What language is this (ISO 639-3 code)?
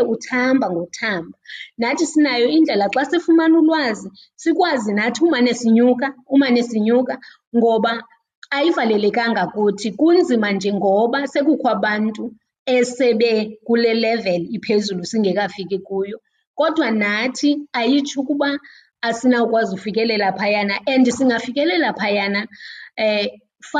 xho